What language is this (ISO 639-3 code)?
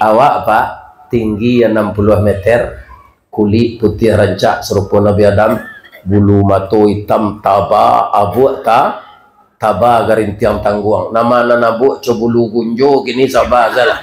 min